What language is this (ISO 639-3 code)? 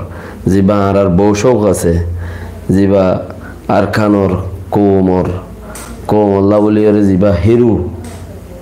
rhg